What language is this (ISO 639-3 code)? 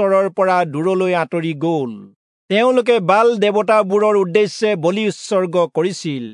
asm